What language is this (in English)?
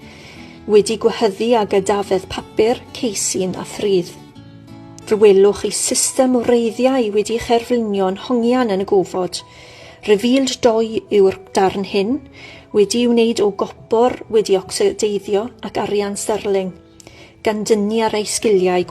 Welsh